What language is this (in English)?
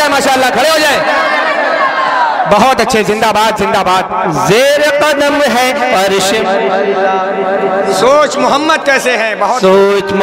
Urdu